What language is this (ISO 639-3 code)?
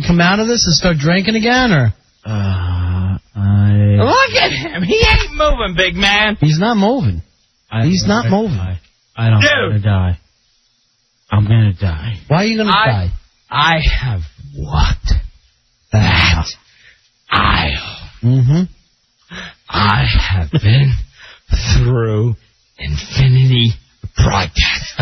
eng